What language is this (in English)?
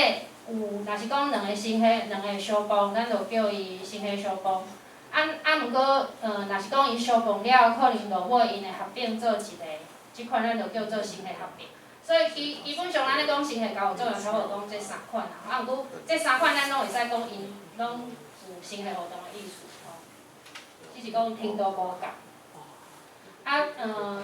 Min Nan Chinese